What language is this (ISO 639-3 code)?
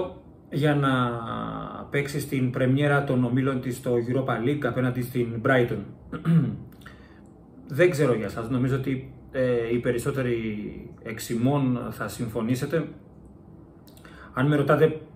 ell